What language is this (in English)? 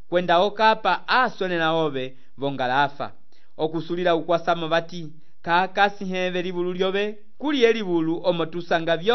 Umbundu